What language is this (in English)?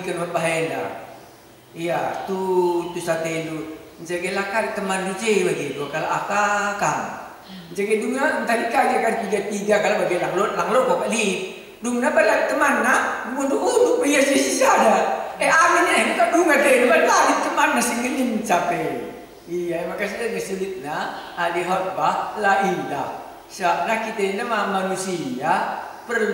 Batak Karo